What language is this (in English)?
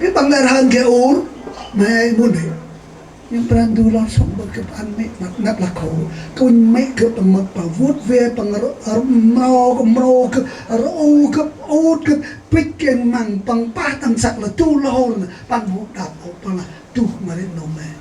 Central Mnong